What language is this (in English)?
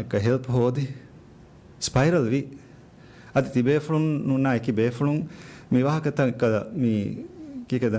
Divehi